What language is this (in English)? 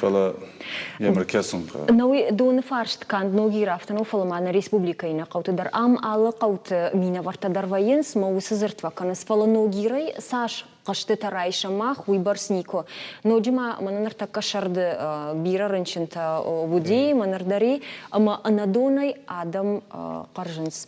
Ossetic